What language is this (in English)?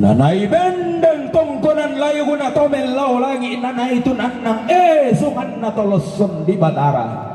Toraja-Sa'dan